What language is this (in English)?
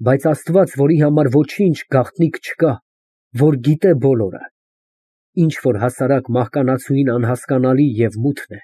Armenian